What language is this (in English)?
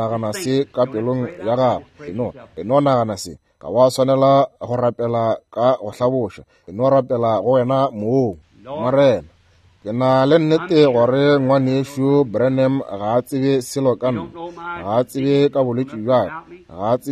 Northern Sotho